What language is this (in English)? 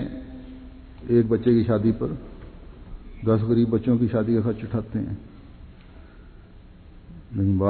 Urdu